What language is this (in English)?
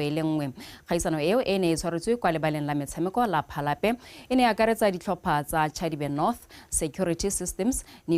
Tswana